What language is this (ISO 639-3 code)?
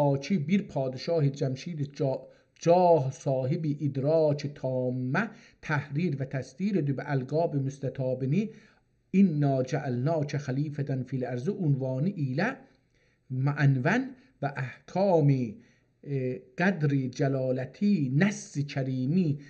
azb